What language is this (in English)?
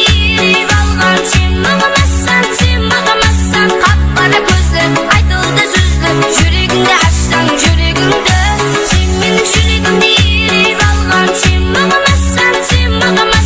Kara-Kalpak